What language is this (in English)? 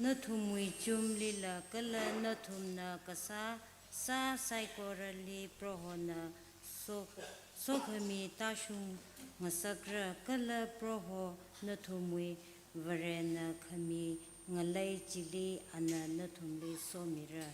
Tangkhul Naga (India)